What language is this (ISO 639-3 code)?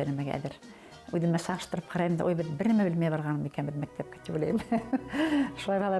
bak